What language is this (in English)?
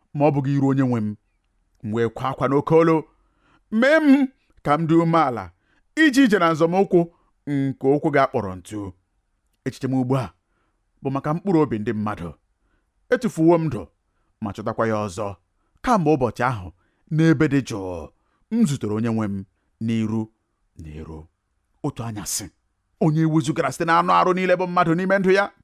Igbo